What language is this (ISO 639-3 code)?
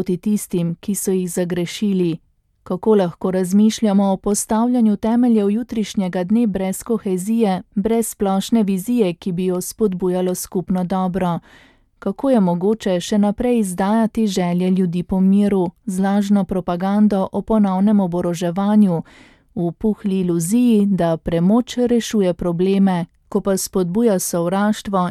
slv